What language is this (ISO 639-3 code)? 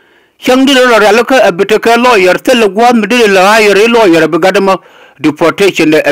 nus